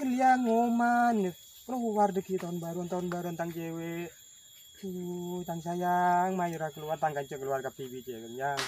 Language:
Madurese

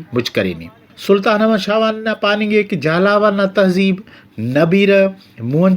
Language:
Brahui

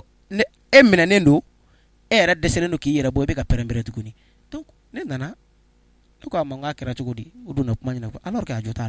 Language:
Bambara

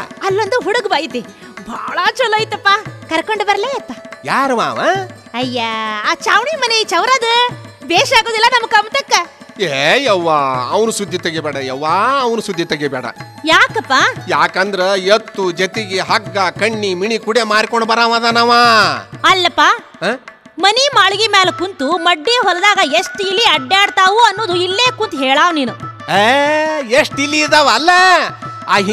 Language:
Kannada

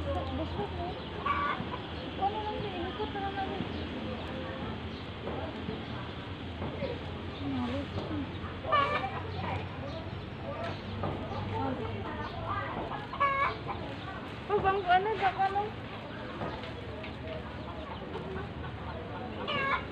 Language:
Filipino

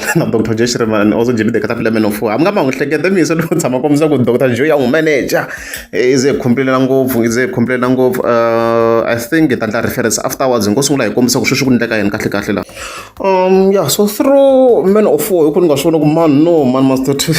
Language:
Tsonga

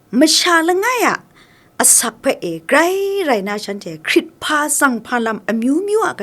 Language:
Kachin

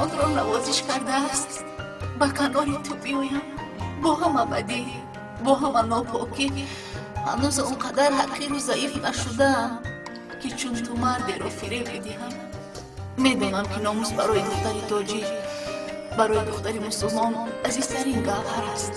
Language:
Tajik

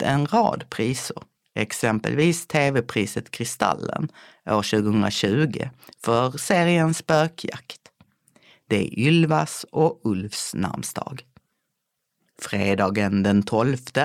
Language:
Swedish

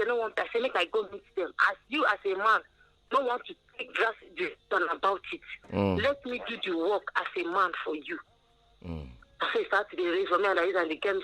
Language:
Nigerian Pidgin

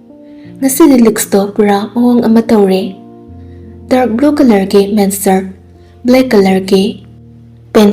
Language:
Manipuri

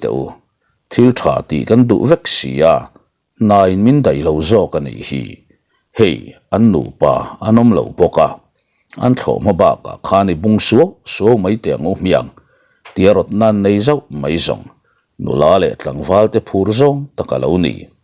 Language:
Mizo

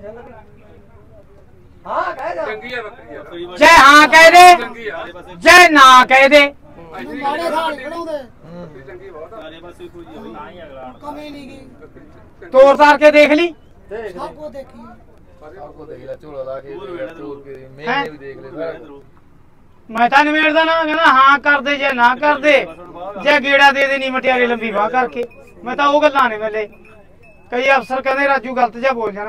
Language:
Punjabi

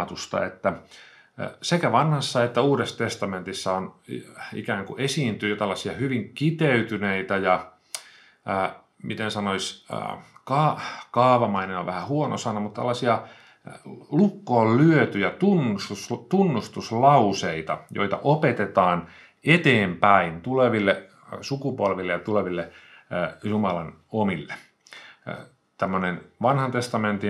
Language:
Finnish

